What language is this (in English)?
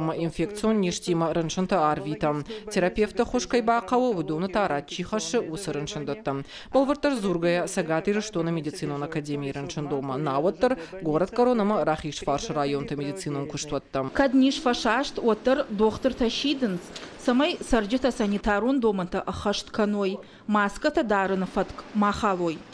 Ossetic